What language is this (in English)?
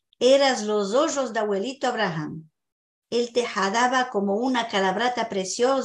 Ladino